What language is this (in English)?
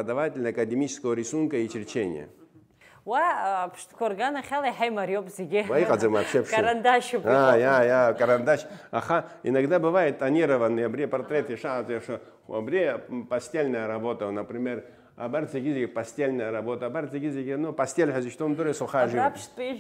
Abkhazian